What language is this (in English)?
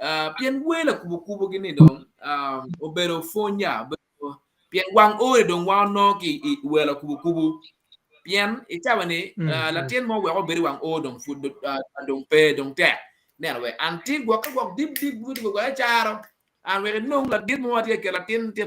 Acoli